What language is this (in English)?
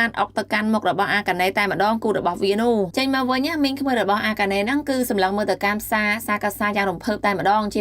Khmer